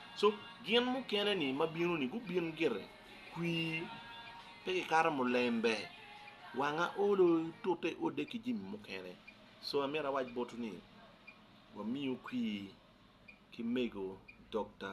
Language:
Acoli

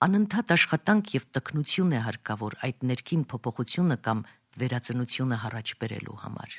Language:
Armenian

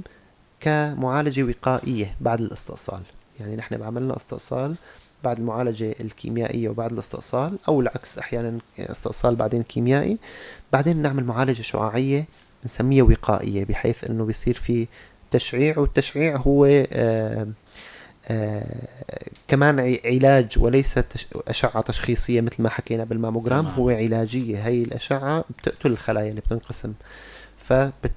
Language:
North Levantine Arabic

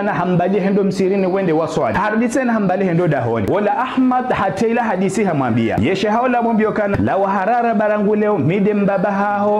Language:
Ngazidja Comorian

